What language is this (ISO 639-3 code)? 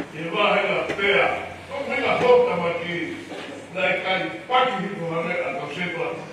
ton